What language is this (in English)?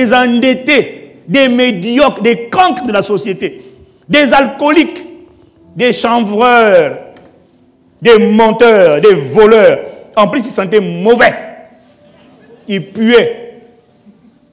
French